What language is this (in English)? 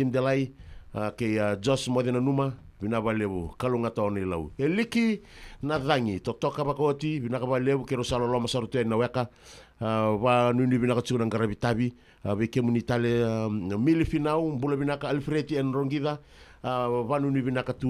Fijian